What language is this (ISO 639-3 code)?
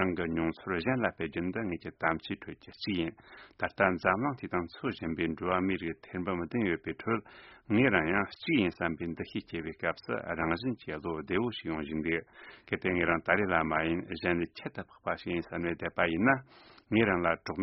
bod